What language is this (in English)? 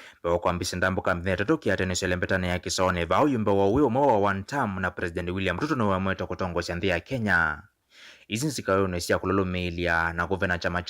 Kamba